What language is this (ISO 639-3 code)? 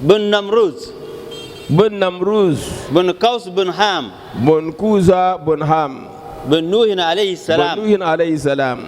dag